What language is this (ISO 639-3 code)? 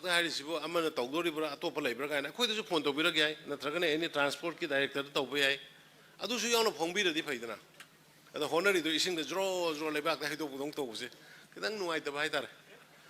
mni